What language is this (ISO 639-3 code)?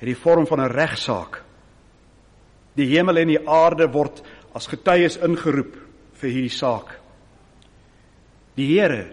afr